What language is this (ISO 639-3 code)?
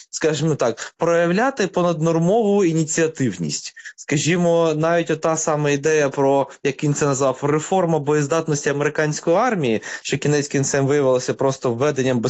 ukr